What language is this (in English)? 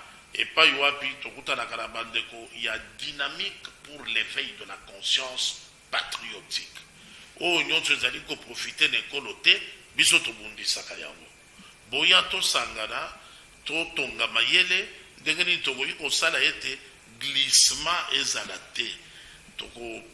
Lingala